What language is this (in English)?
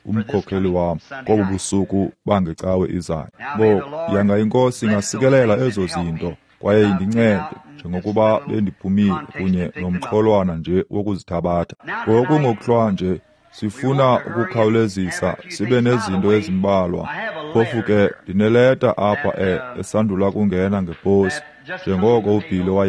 Xhosa